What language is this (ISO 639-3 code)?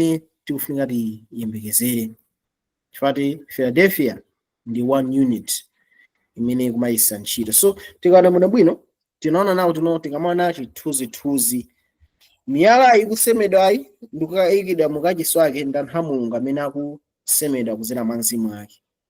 nya